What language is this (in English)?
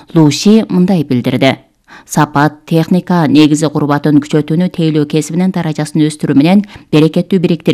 Kyrgyz